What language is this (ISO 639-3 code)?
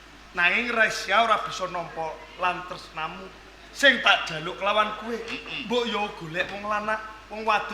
jav